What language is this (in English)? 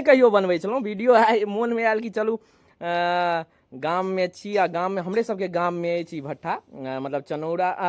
Maithili